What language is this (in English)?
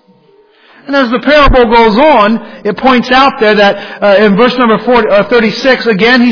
English